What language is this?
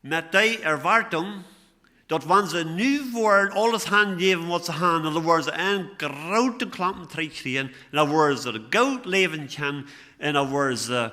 Plautdietsch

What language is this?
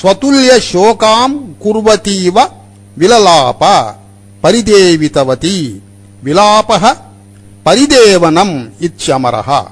Sanskrit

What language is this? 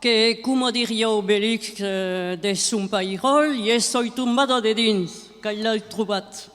Occitan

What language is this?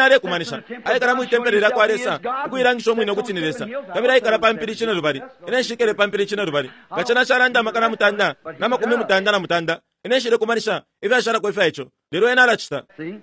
Bemba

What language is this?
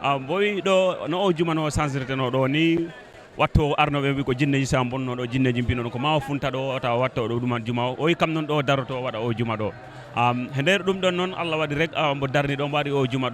Fula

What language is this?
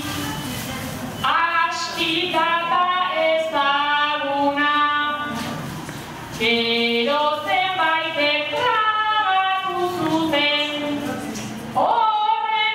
Basque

